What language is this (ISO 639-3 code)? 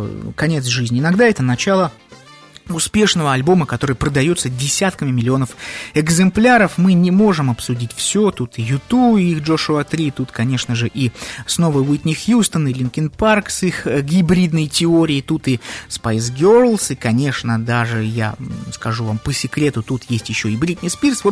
rus